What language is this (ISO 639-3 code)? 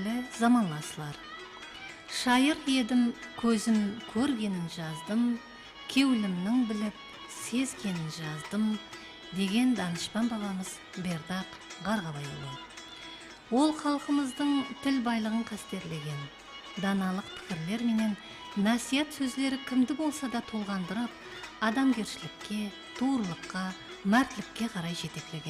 kaa